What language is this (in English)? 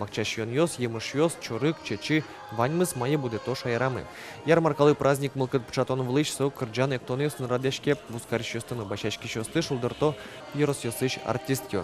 Udmurt